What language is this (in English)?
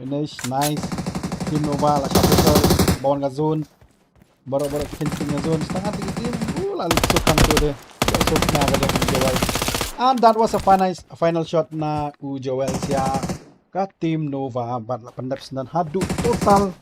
Khasi